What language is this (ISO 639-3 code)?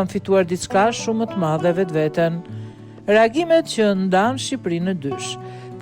sqi